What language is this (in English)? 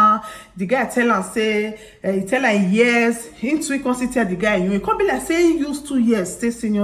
Nigerian Pidgin